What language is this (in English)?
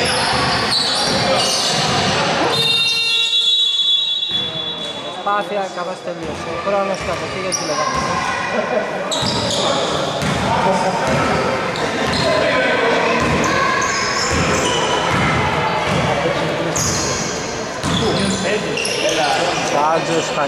Greek